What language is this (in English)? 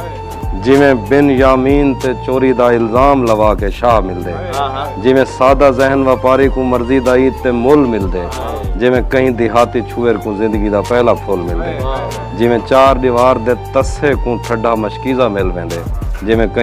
Saraiki